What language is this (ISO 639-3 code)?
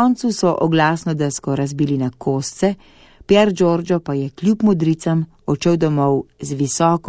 slv